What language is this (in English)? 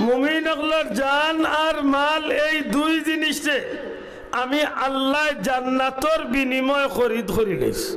Sylheti